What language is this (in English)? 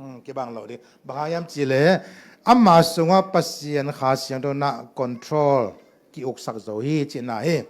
Tedim Chin